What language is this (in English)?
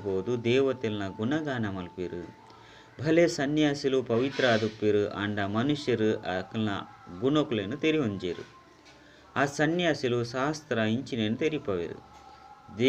Tulu